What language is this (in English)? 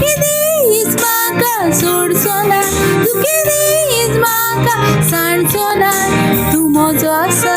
Konkani